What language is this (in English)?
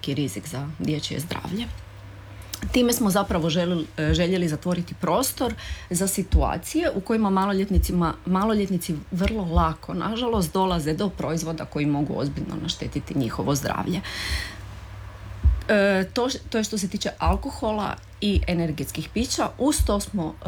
Croatian